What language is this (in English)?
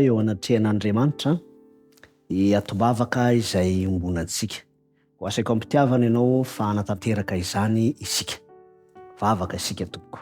Malagasy